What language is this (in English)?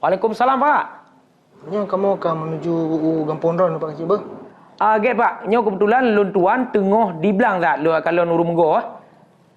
Achinese